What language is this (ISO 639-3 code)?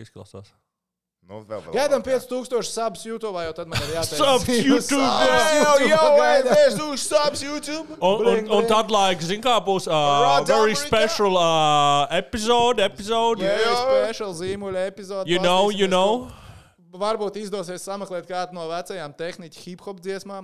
lav